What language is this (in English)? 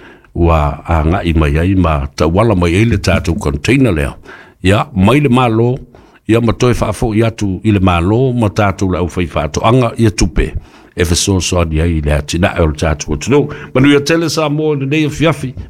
Samoan